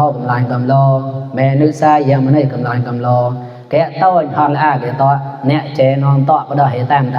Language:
Mon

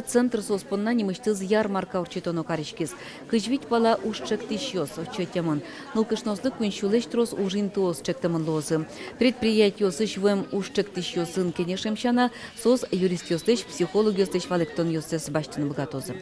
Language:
Udmurt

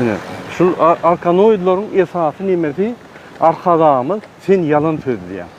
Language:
Turkmen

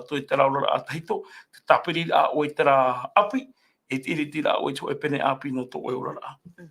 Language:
Tahitian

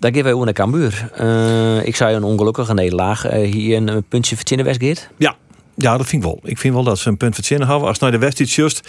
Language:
Western Frisian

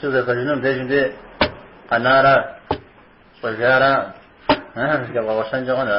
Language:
Kabardian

